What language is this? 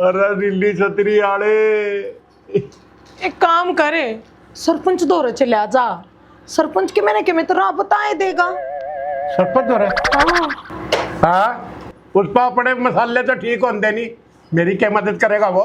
Haryanvi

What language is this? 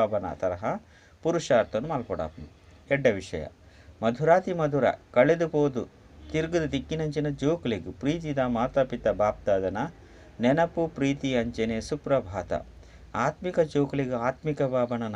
Tulu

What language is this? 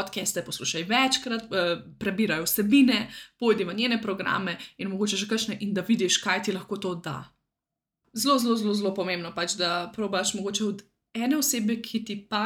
Slovenian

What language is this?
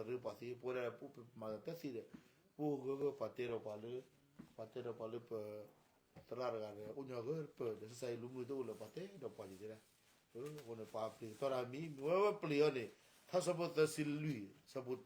S'gaw Karen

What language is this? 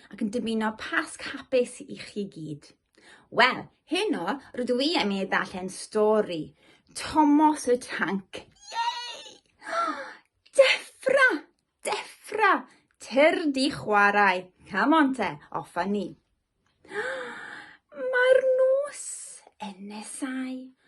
Welsh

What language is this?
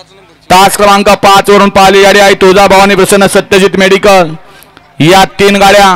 Marathi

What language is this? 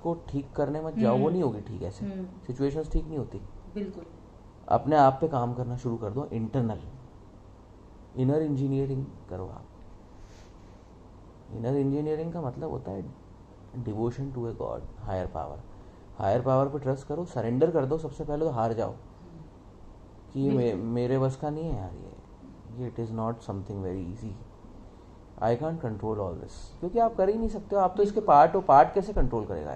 Hindi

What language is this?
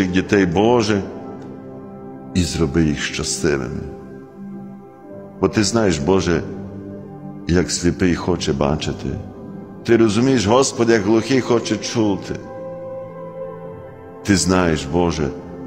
Ukrainian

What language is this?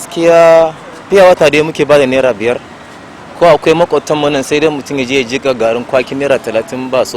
Hausa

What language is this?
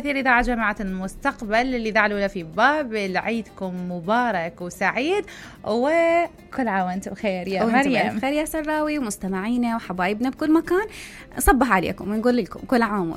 Mesopotamian Arabic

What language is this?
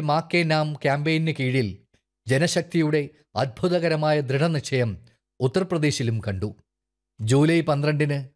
Malayalam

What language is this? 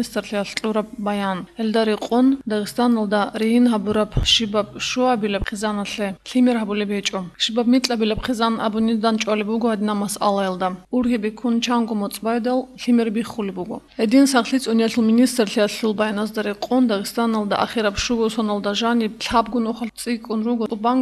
Avaric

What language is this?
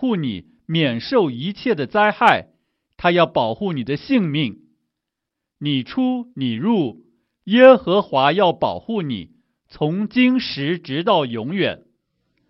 Chinese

